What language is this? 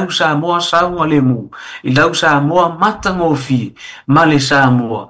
Samoan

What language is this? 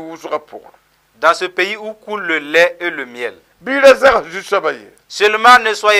Mossi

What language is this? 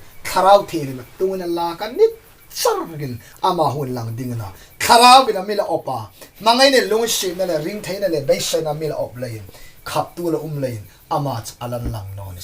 Hmar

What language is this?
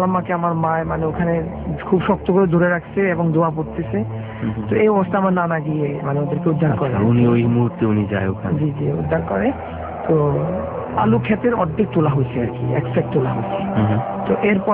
Bangla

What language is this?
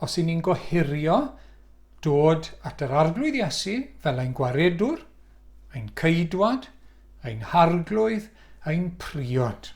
Welsh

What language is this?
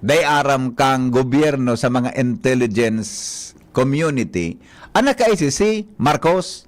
Bikol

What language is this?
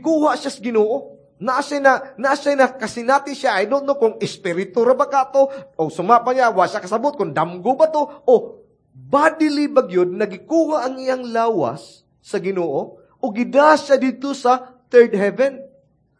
Cebuano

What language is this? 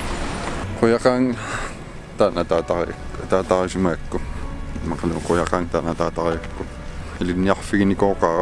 Kalaallisut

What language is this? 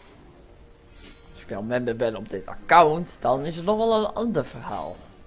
Dutch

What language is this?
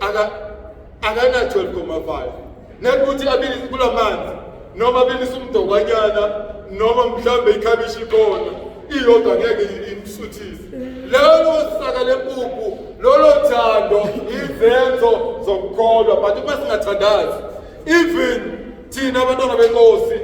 Zulu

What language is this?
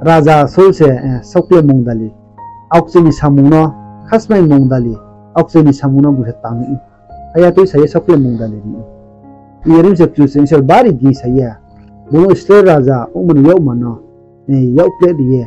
Riang (India)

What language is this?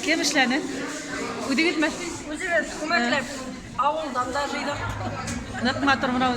Bashkir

